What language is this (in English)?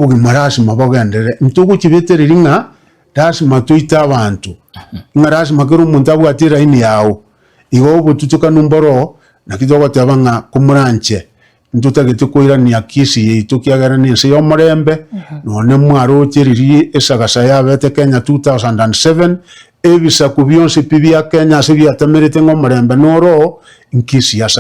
Gusii